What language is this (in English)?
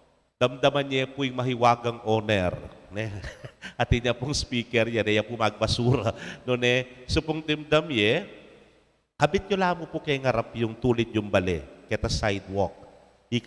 Pampanga